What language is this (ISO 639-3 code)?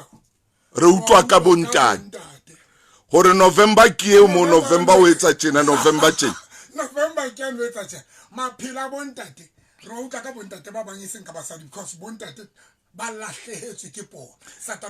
sot